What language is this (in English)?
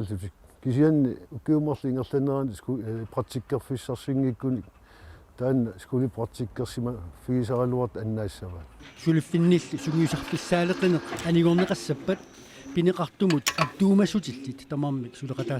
Kalaallisut